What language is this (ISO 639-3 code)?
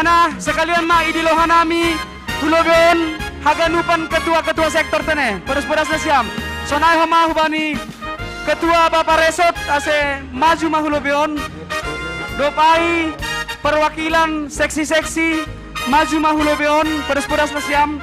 bts